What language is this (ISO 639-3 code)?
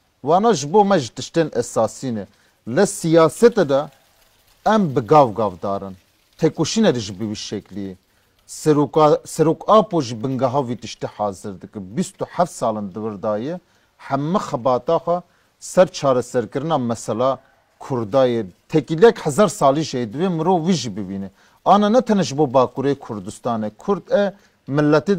kur